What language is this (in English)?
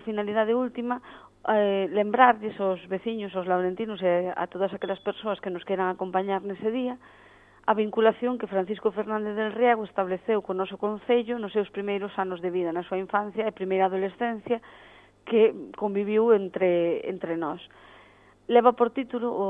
Galician